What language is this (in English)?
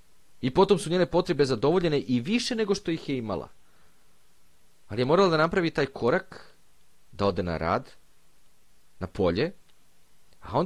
Serbian